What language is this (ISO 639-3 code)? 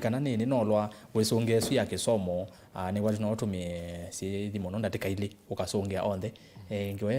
kam